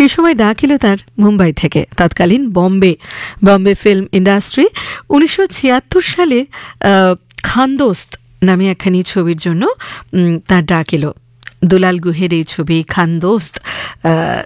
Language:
Bangla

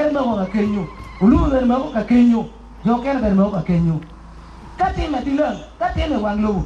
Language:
Acoli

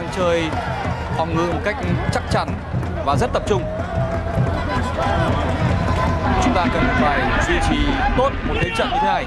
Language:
Vietnamese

